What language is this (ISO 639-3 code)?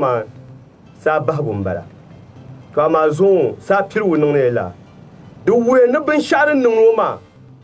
dag